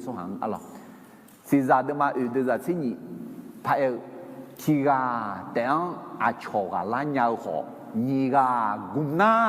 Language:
Akha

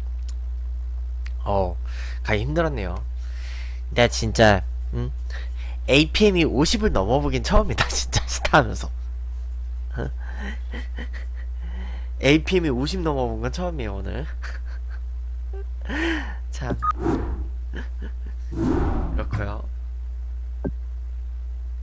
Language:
Korean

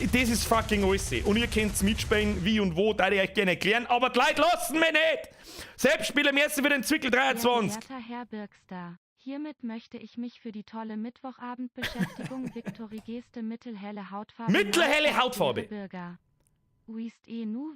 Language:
Bavarian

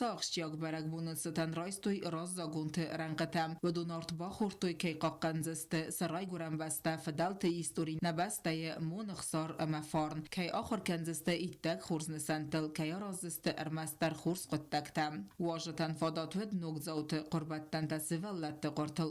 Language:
Ossetic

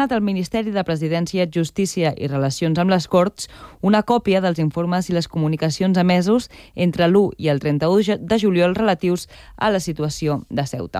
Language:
Catalan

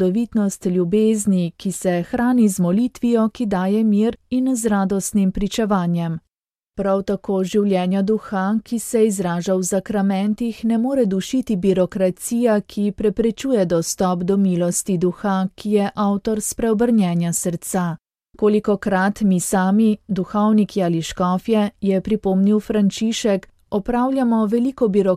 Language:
Slovenian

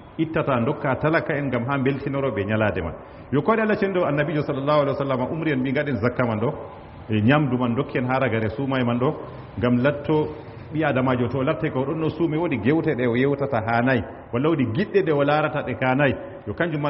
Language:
Fula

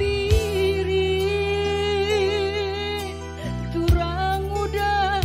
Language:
Batak Karo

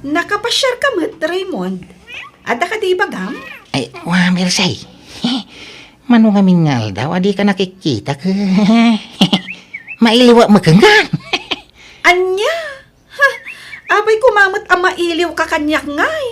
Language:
Iloko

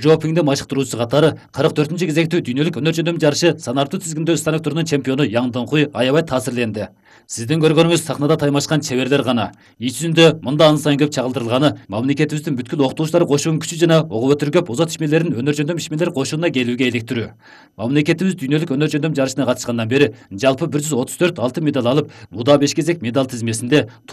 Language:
Kyrgyz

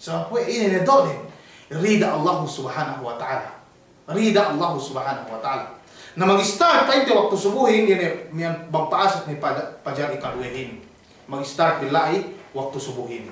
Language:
Yakan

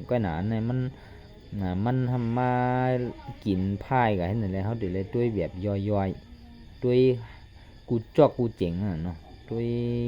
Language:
Shan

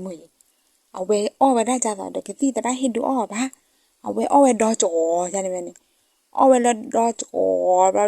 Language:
S'gaw Karen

